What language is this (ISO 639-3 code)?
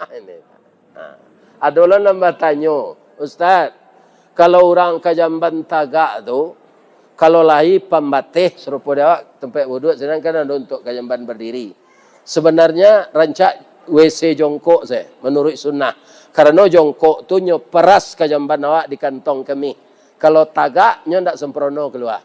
min